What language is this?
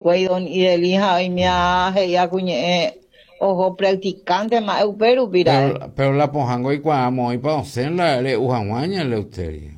Guarani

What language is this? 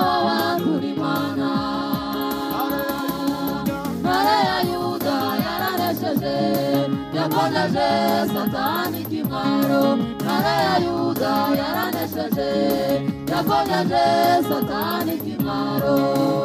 Kinyarwanda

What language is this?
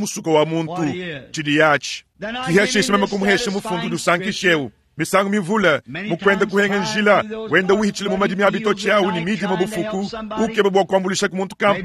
Luba-Lulua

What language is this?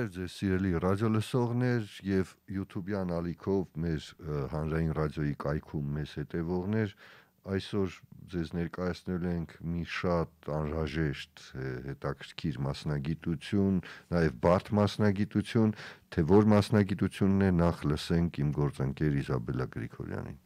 Armenian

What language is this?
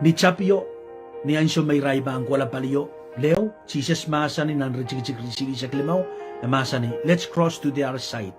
Pohnpeian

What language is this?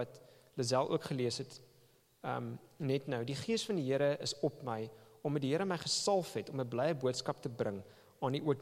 Afrikaans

